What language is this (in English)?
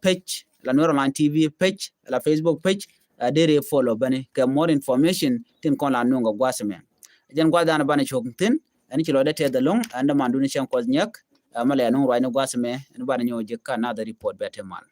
Nuer